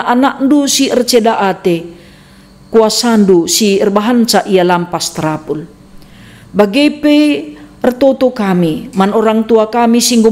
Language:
Batak Karo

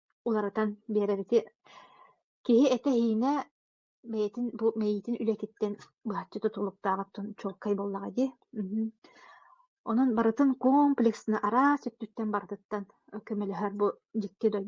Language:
Yakut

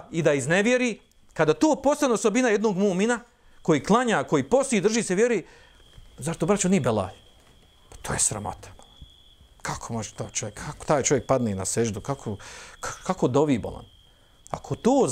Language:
Bosnian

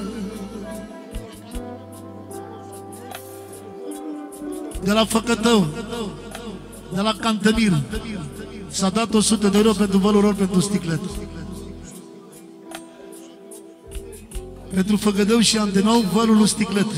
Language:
Romanian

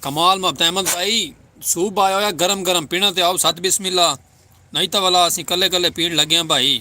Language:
Saraiki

